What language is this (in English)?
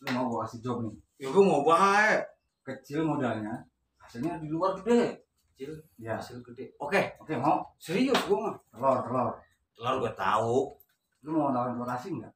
Betawi